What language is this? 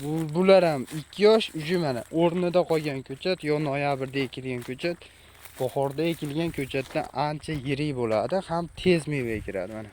Uzbek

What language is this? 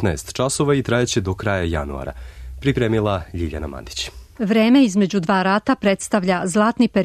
Serbian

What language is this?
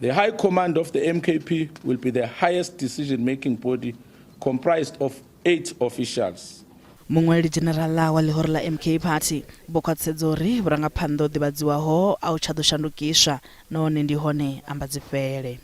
Venda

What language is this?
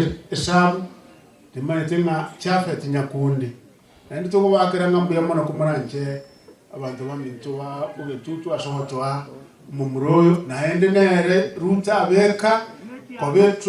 Gusii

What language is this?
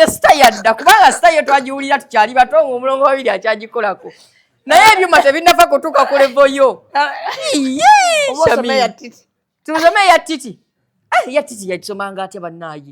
Ganda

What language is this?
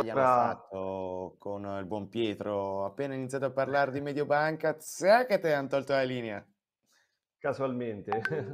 Italian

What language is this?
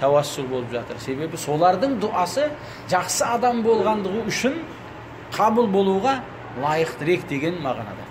Kazakh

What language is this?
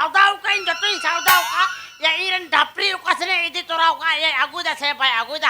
Santali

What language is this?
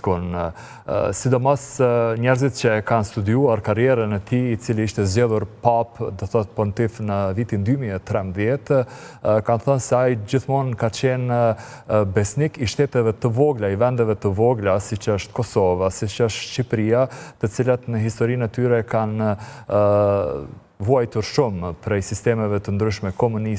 Albanian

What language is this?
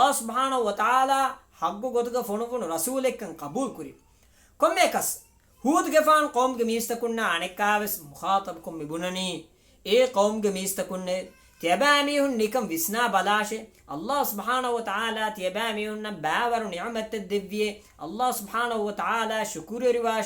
Divehi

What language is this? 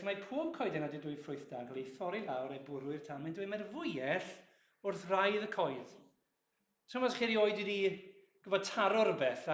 Welsh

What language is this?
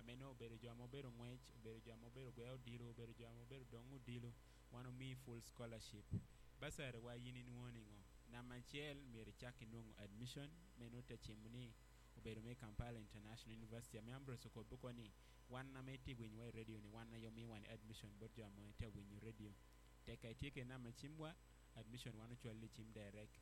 Acoli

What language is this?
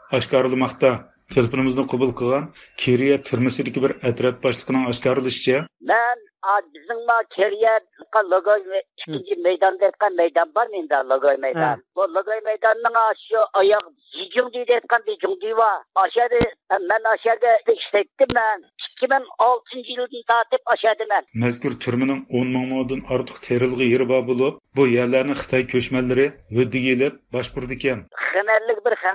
Uyghur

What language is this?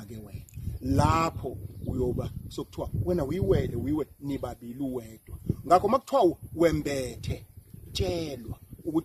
Zulu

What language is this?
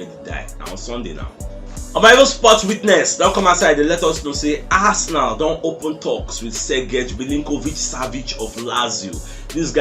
Nigerian Pidgin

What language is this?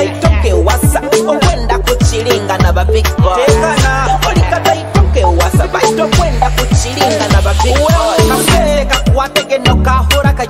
Nyoro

